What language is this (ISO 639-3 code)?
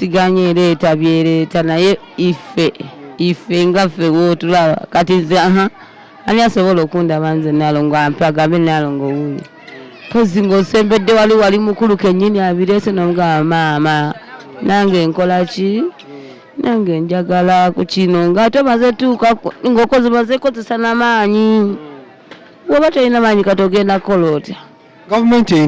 lug